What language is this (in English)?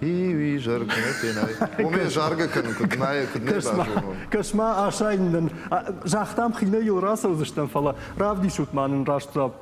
Ossetic